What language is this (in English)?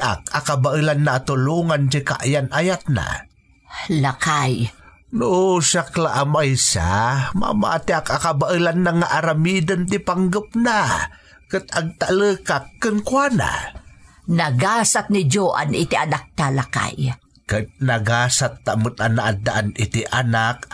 Iloko